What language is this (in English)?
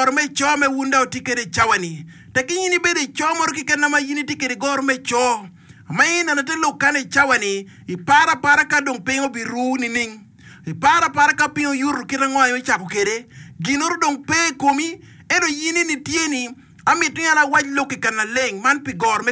Acoli